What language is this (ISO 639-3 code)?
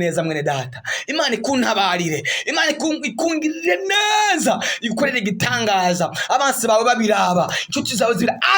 run